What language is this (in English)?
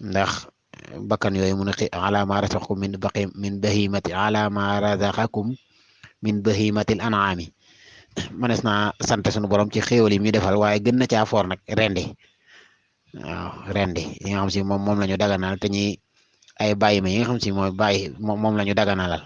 Wolof